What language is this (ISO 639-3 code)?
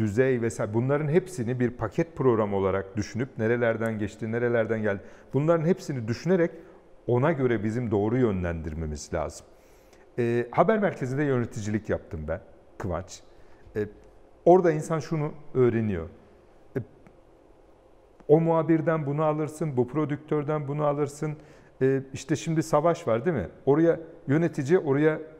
tur